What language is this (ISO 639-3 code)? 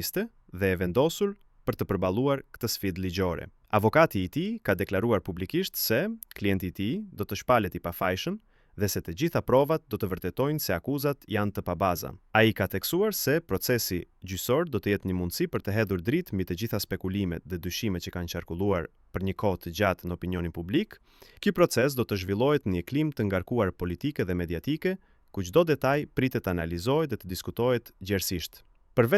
sqi